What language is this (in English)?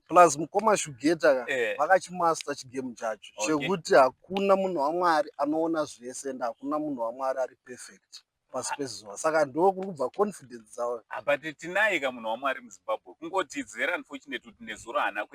Shona